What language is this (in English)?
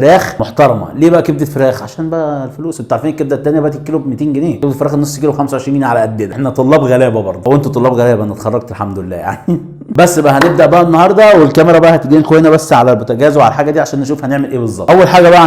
Egyptian Arabic